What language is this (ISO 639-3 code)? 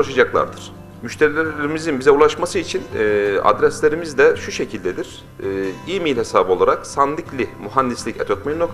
tur